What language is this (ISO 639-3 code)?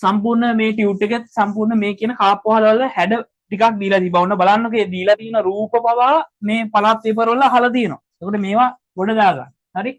sin